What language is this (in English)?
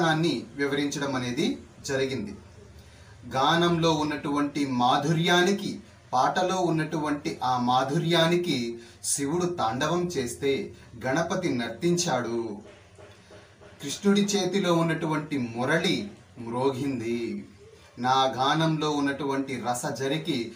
Telugu